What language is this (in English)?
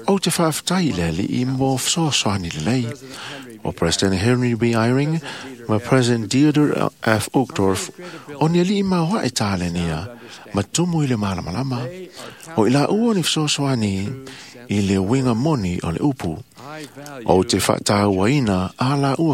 Samoan